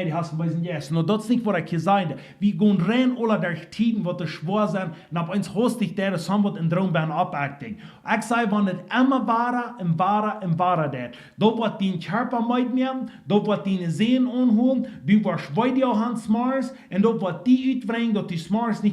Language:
Plautdietsch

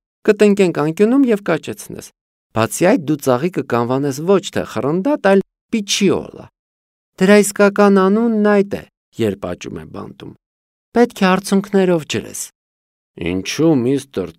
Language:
Armenian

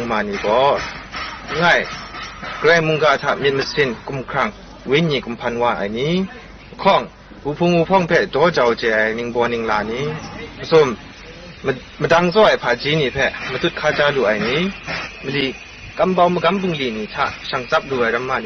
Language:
Kachin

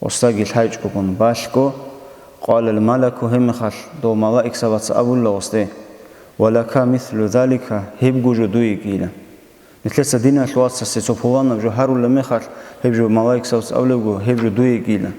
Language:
Avaric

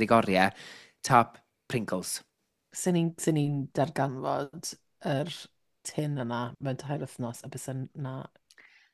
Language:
Welsh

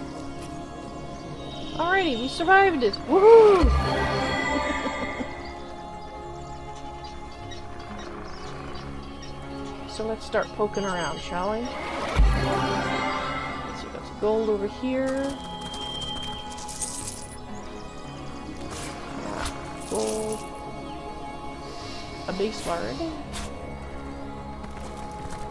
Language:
English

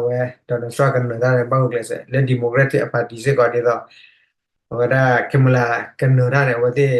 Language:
S'gaw Karen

